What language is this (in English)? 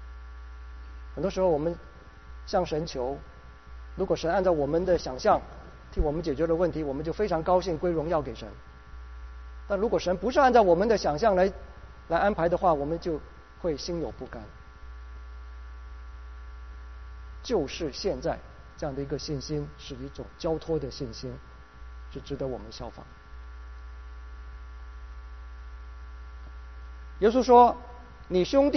Chinese